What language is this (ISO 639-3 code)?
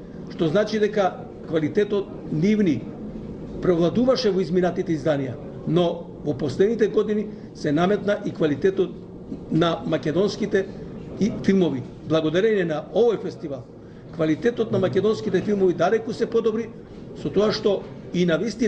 mkd